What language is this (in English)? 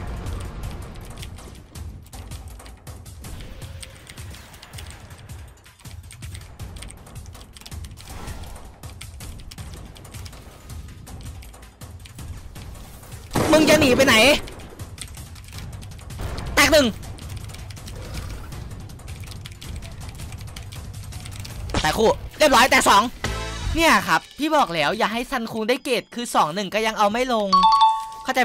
Thai